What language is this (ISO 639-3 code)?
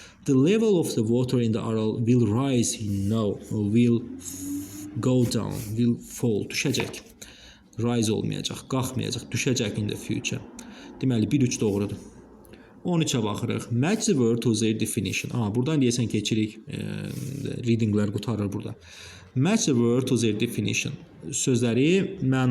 aze